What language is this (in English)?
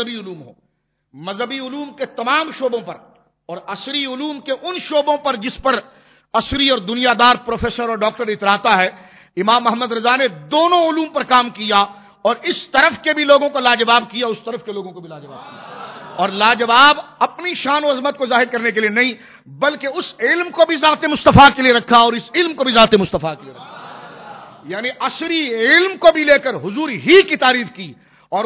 Urdu